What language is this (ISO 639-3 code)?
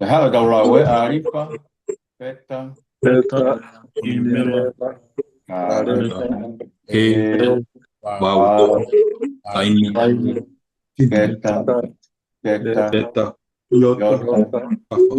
ton